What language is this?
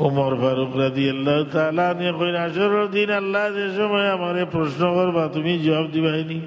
Sylheti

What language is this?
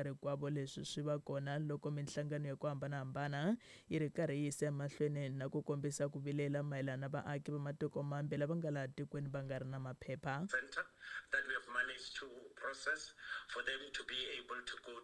Tsonga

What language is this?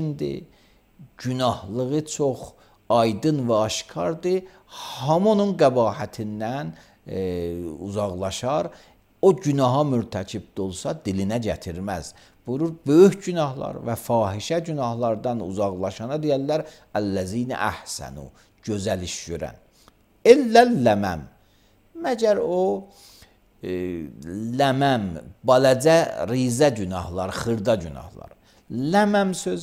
Azerbaijani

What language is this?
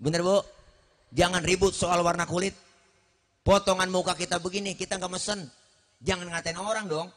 Betawi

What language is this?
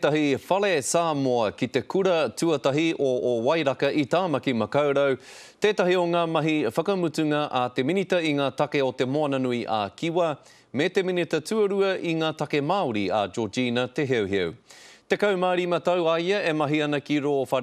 Māori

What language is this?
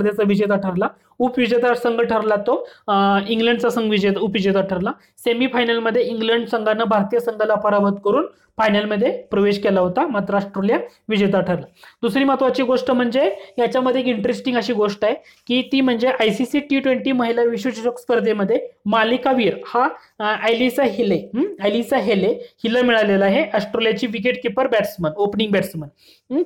Marathi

